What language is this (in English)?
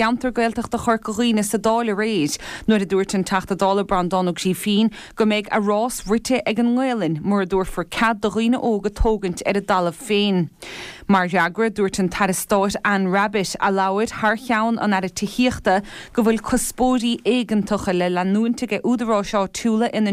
Irish